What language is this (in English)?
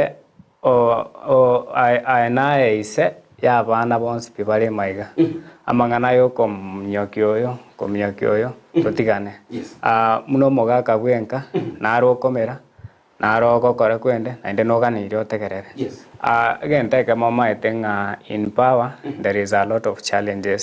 Gusii